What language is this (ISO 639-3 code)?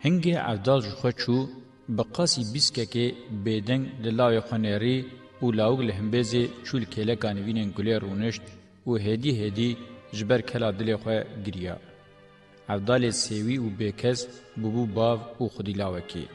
kur